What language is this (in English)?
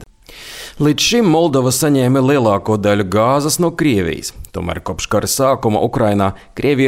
Latvian